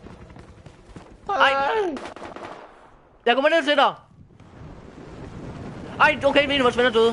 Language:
Danish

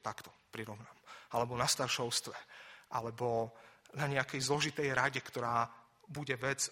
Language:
Slovak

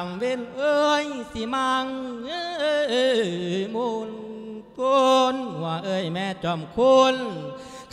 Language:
Lao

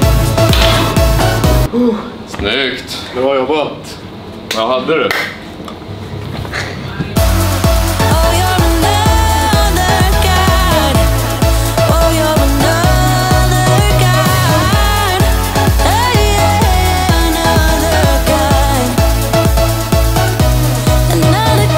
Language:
Swedish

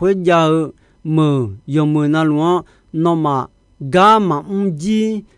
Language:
Akha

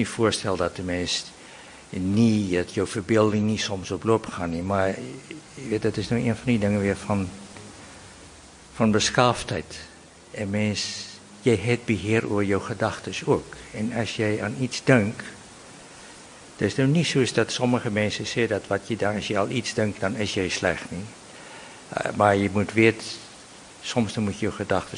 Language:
Afrikaans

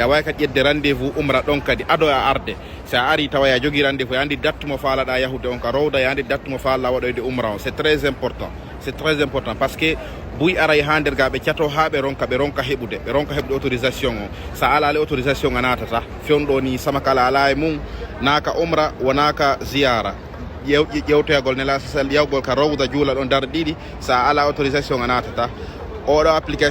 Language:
Fula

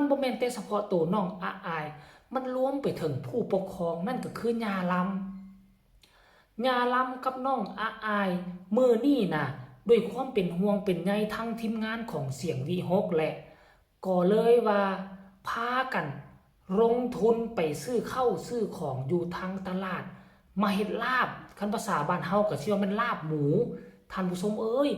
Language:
Northeastern Thai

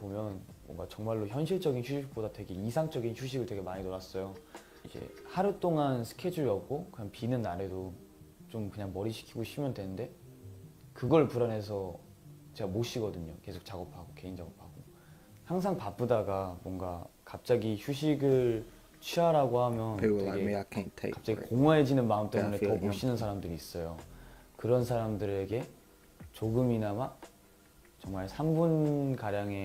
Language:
Korean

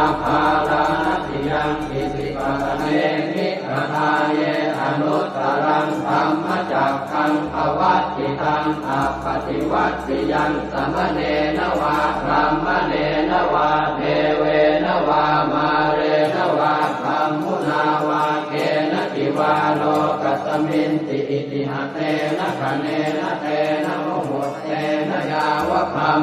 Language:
Pali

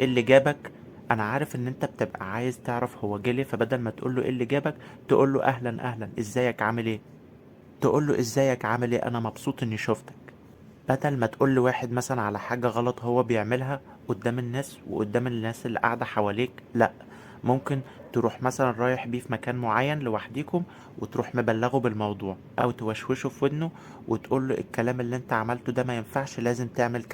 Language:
Egyptian Arabic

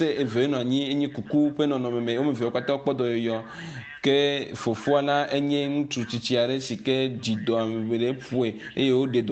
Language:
Ewe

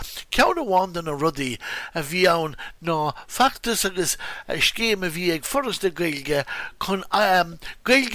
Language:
Irish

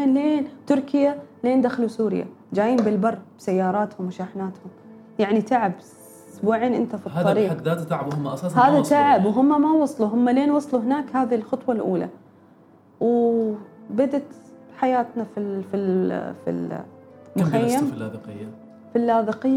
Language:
Gulf Arabic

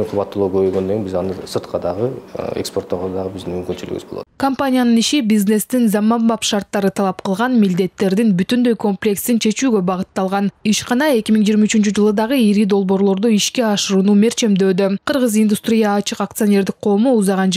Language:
Kyrgyz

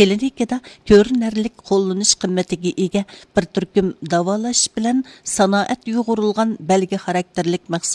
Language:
Uyghur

